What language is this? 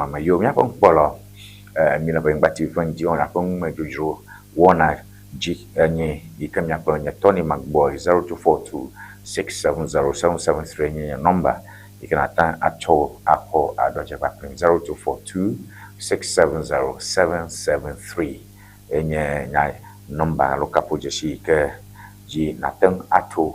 Ewe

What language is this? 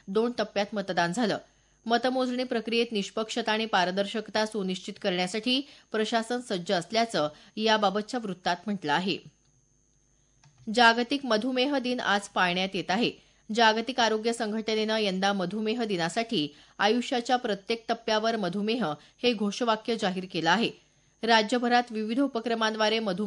Marathi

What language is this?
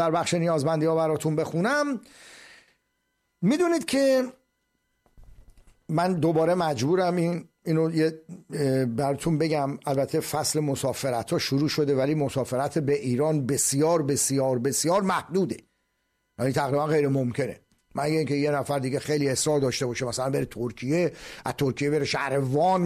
Persian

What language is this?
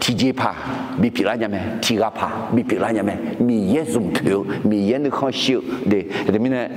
Akha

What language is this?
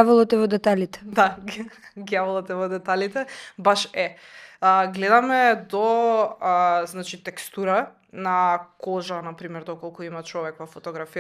Macedonian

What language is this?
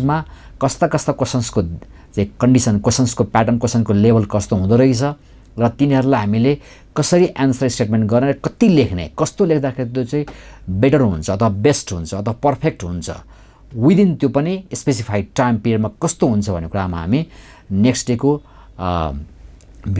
Nepali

